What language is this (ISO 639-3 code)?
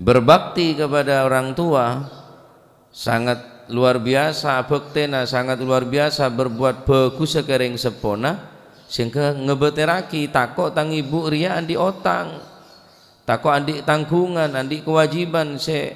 mad